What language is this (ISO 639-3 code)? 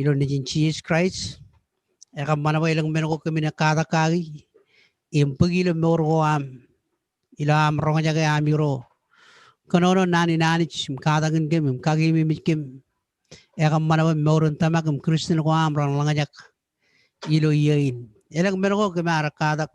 mah